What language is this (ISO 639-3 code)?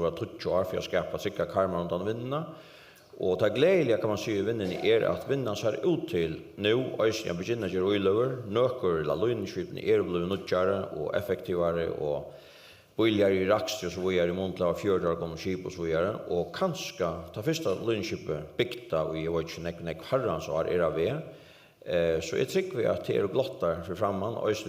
fao